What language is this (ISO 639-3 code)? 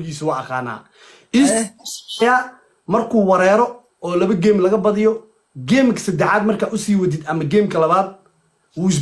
som